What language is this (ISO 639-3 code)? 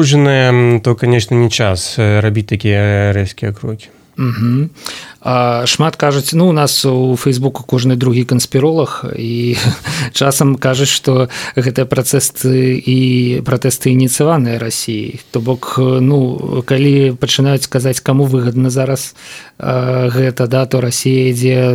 bel